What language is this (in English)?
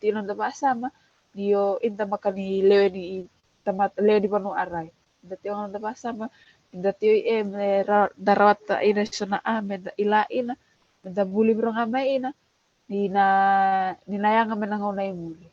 Fijian